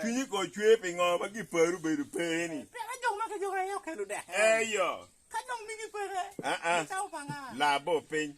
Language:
Acoli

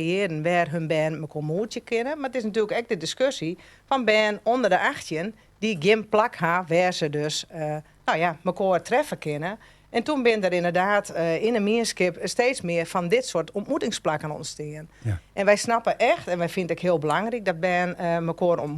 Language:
Western Frisian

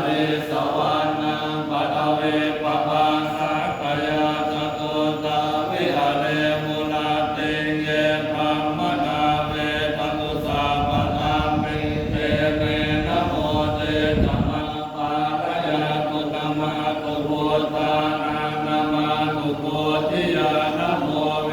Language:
Pali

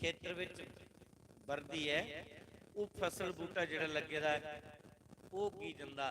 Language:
Dogri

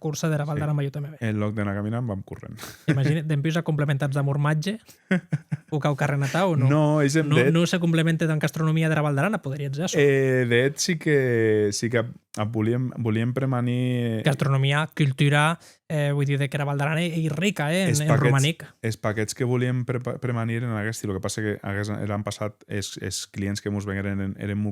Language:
Occitan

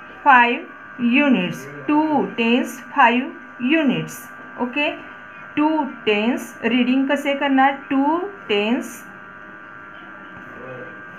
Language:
Marathi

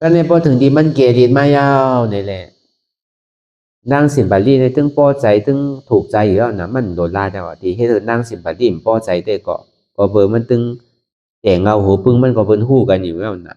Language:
Shan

